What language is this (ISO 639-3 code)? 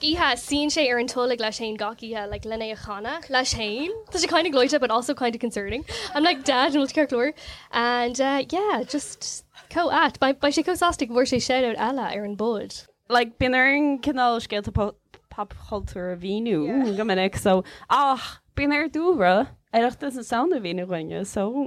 gle